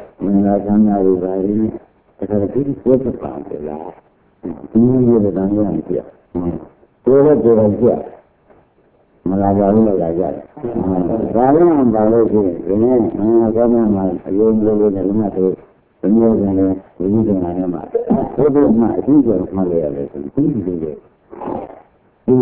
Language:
Burmese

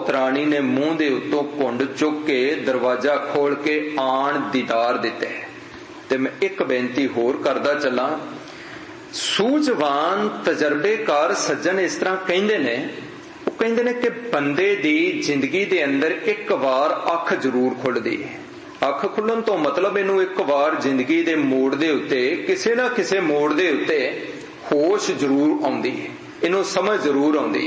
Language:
Punjabi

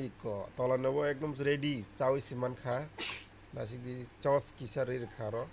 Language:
Kok Borok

